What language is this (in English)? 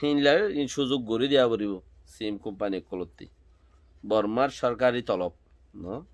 Rohingya